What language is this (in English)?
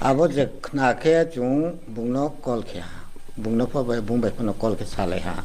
Riang (India)